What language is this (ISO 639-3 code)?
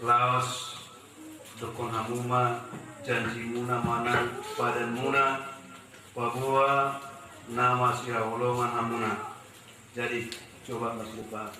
bbc